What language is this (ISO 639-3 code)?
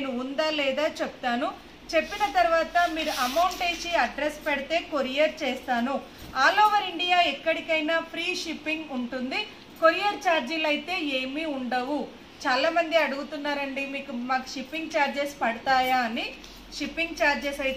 tel